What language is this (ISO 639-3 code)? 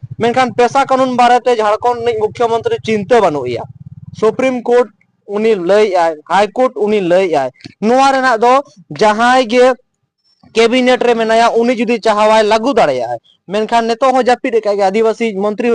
sat